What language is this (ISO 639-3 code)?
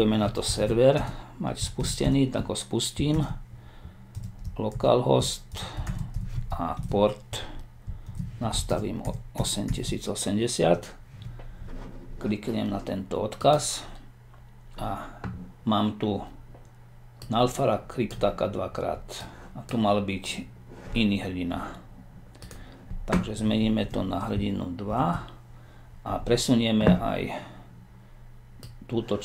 slk